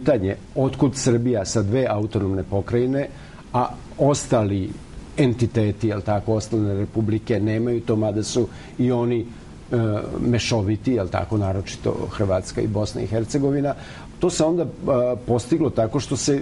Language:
Serbian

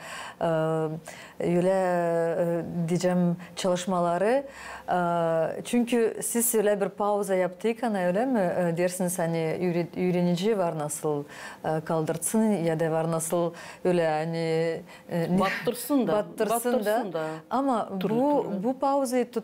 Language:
Gagauz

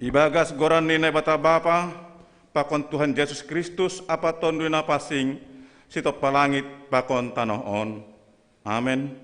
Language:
Batak Simalungun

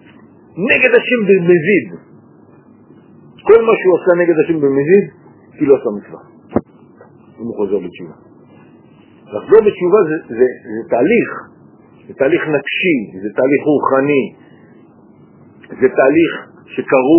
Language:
Hebrew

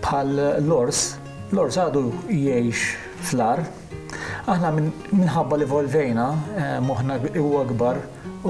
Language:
Maltese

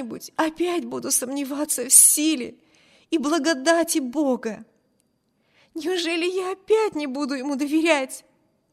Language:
Russian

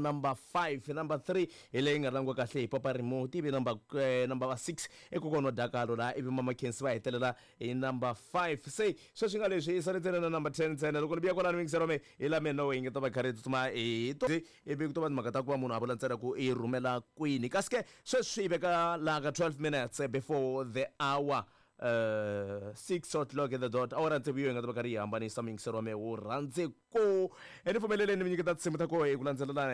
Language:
Tsonga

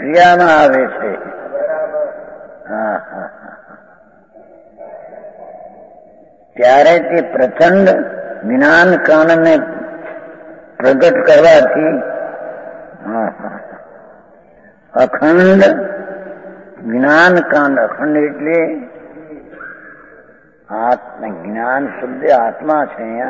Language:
Gujarati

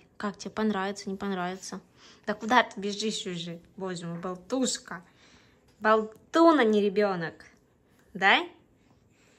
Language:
Russian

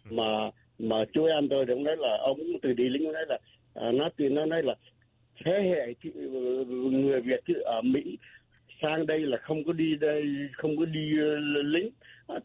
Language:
Vietnamese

